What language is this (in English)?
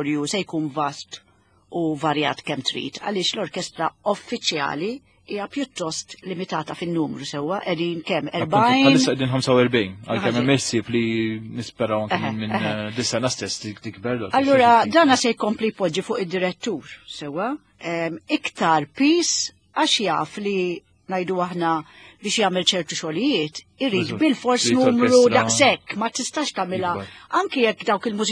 Maltese